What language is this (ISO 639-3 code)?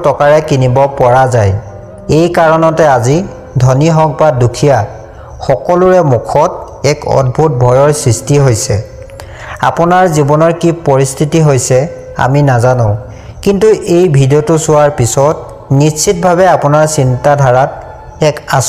asm